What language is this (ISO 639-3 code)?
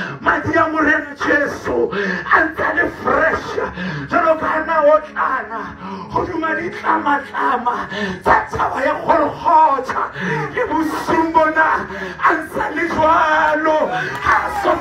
sot